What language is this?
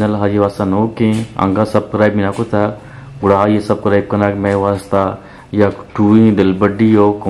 Eastern Balochi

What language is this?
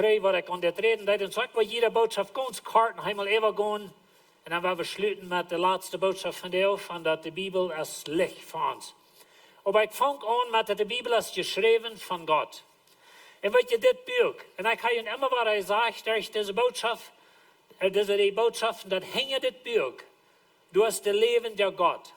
Plautdietsch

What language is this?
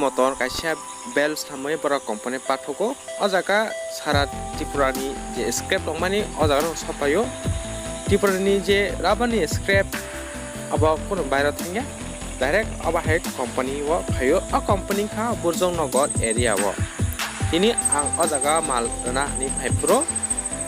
Kok Borok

